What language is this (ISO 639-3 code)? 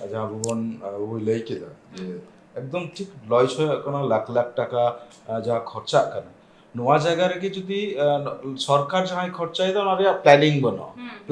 sat